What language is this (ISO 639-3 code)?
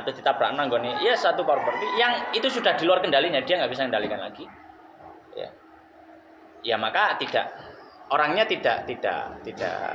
ind